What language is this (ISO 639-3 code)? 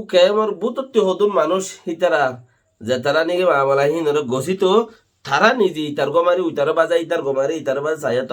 rhg